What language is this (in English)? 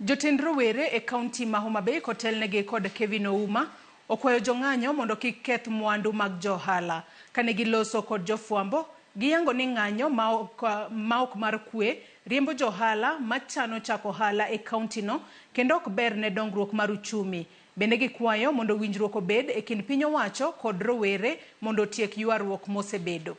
Luo (Kenya and Tanzania)